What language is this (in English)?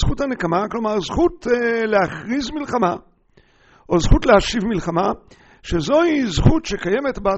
Hebrew